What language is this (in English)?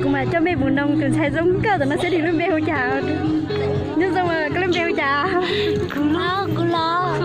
Hmong